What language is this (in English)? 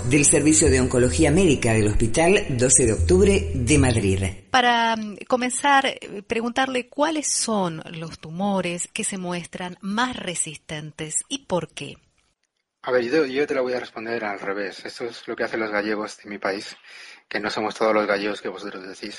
Spanish